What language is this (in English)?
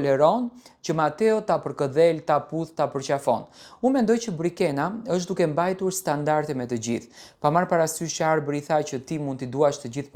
Albanian